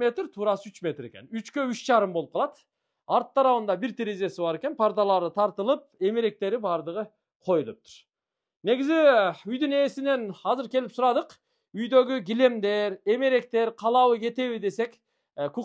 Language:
Kyrgyz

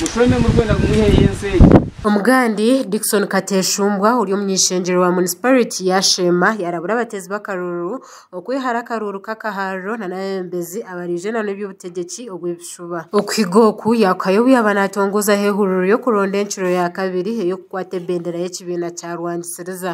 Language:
Nyankole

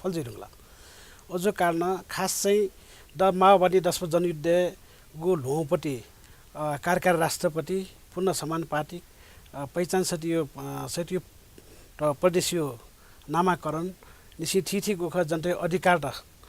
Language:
Newari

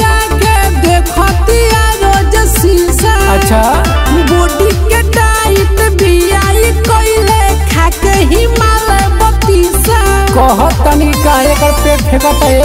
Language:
Bhojpuri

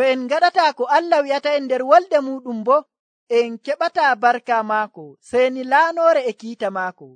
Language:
Nigerian Fulfulde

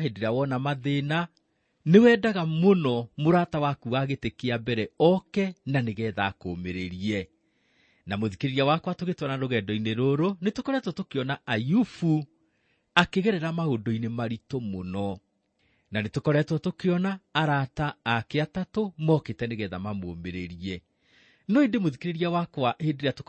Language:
Kikuyu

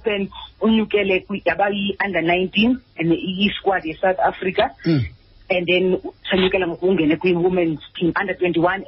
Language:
Xhosa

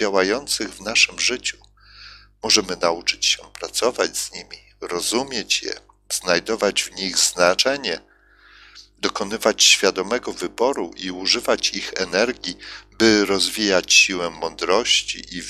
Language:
Polish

